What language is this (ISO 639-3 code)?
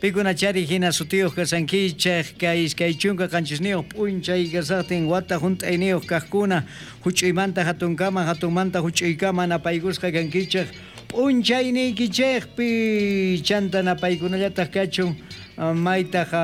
quh